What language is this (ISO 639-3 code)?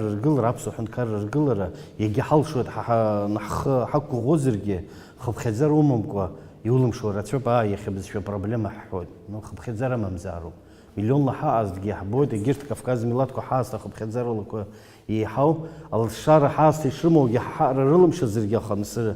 abk